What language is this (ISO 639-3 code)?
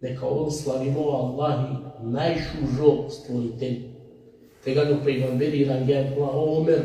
rmn